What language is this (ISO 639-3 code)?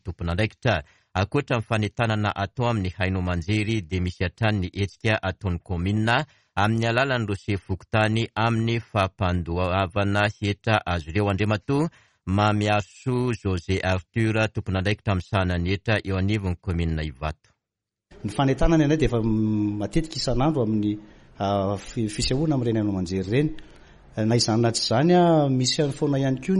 mlg